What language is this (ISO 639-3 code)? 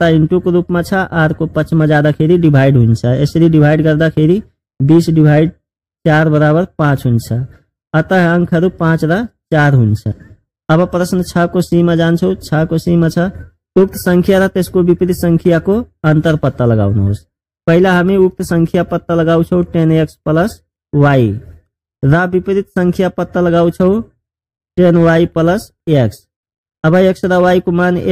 nep